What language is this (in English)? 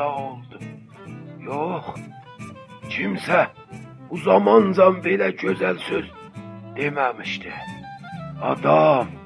South Azerbaijani